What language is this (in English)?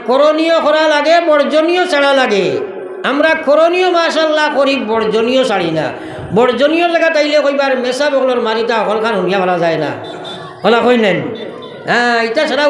Sylheti